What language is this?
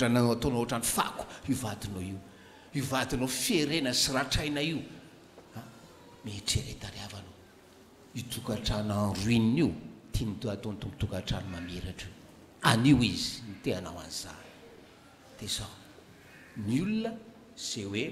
Malagasy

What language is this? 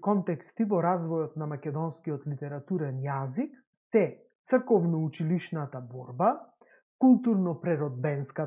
Macedonian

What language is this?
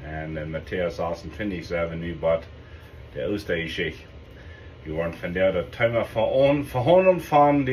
Plautdietsch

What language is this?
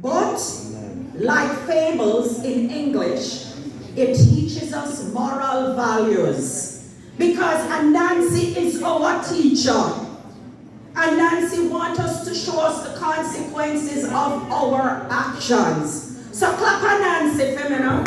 Jamaican Creole English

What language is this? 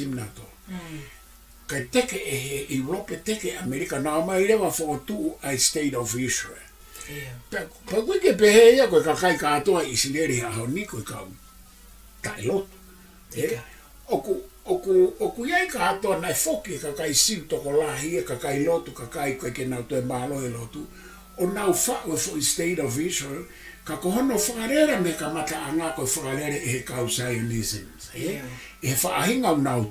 Tongan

